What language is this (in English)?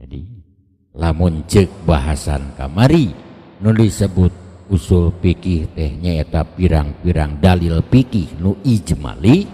Sundanese